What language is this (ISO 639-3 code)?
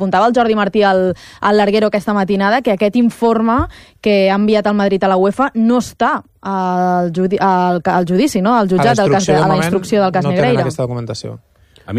cat